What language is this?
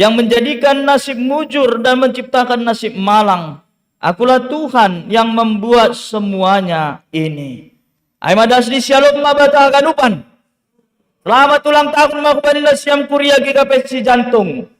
Batak Simalungun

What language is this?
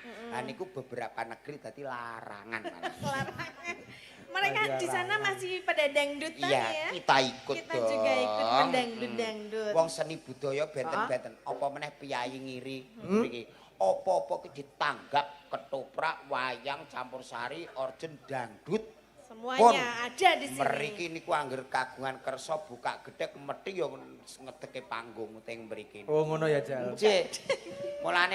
Javanese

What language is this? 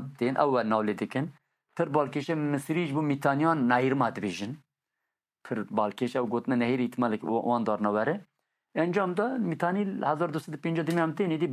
Kurdish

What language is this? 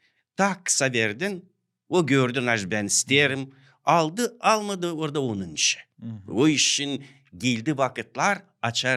Gagauz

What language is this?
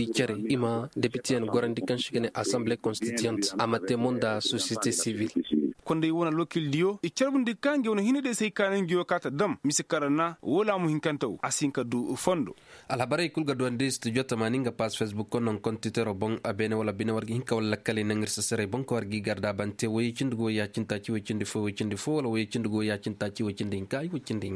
Koyraboro Senni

